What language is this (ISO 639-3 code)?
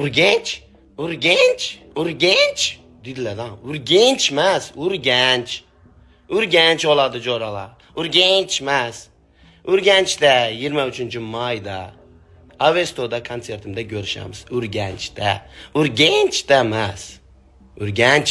uzb